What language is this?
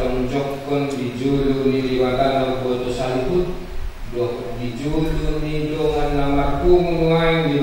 Batak Toba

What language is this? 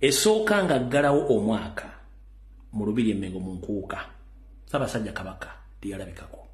Ganda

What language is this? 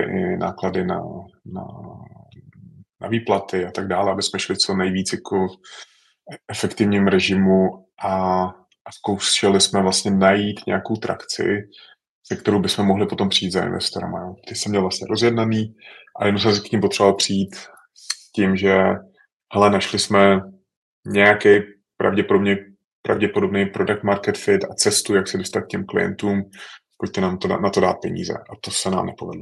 Czech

